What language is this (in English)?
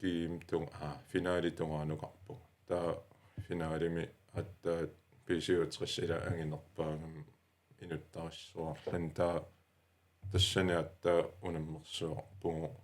Kalaallisut